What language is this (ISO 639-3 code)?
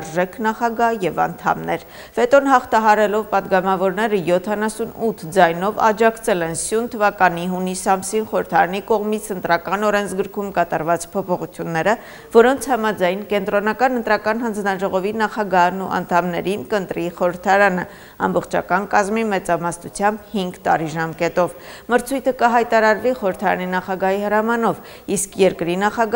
hye